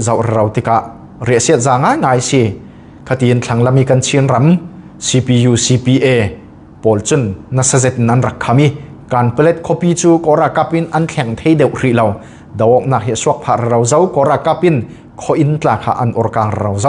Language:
Falam Chin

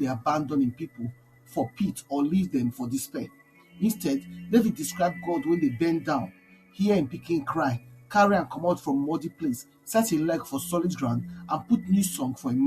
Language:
Nigerian Pidgin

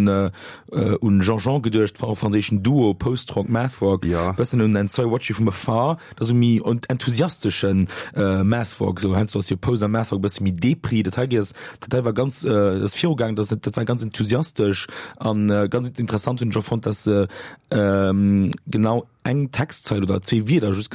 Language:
Luxembourgish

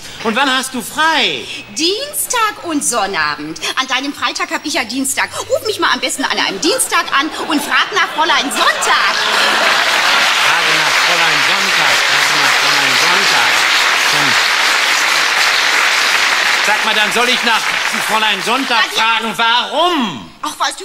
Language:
German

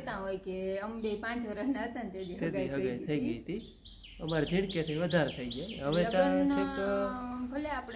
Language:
Gujarati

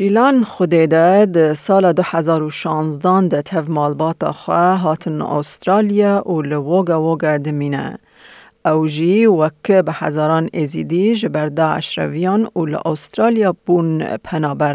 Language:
Kurdish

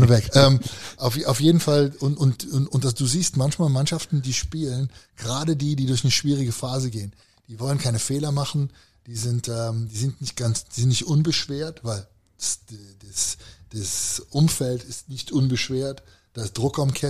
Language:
German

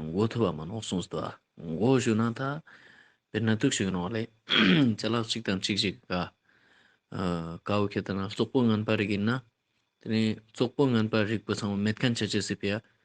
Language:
Ladakhi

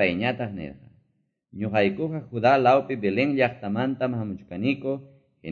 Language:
Quechua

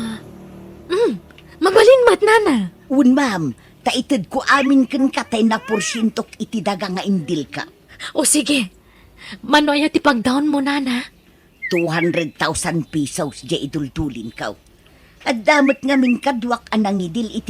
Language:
Iloko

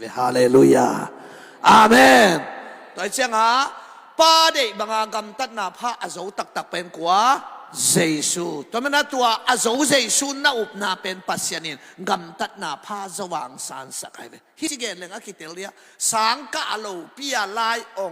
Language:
Tedim Chin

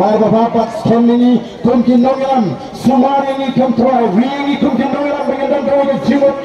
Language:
Khasi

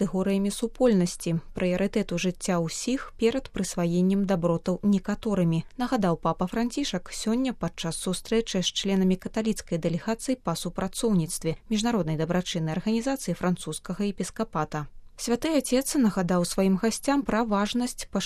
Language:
Belarusian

